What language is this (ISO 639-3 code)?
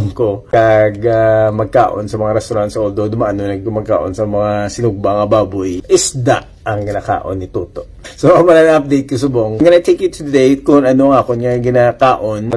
hil